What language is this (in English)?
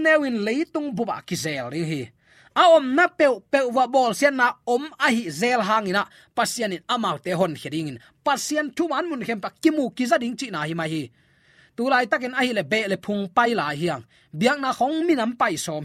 Tedim Chin